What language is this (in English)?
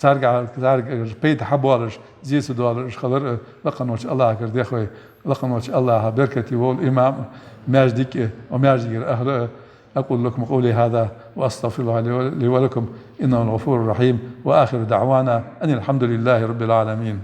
Ingush